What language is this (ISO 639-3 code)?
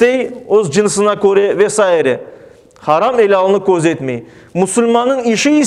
crh